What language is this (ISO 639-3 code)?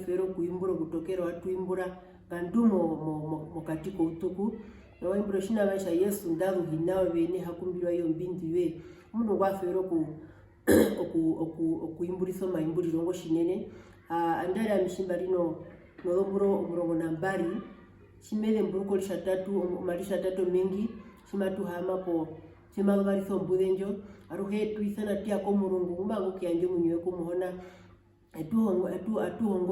her